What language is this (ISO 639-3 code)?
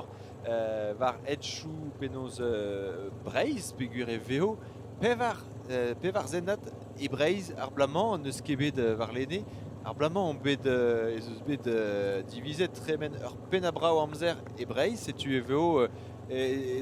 bre